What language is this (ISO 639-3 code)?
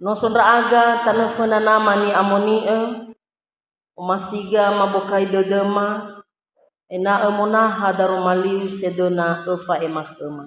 nia